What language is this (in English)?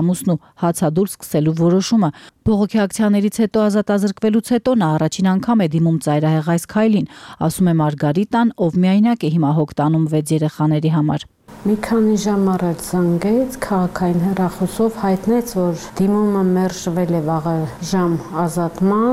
Armenian